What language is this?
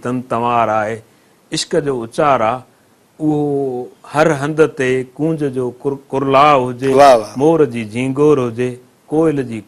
Sindhi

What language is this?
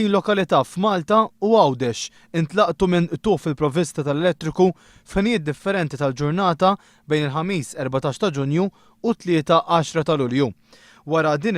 Maltese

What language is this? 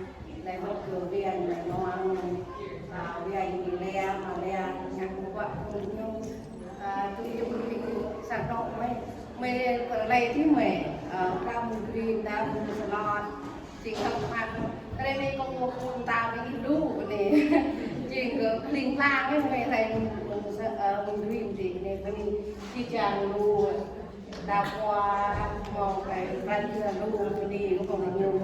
Central Mnong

